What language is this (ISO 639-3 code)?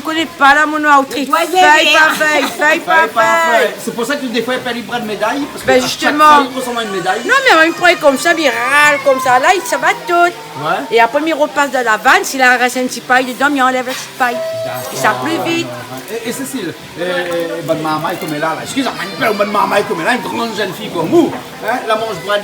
rcf